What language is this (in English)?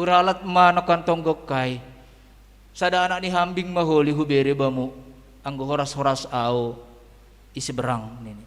Batak Simalungun